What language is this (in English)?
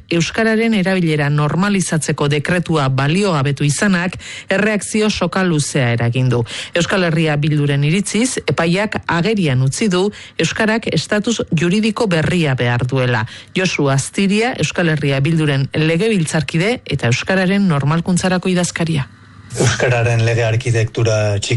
Basque